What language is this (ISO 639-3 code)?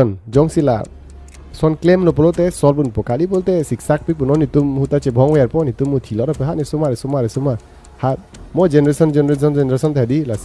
mjw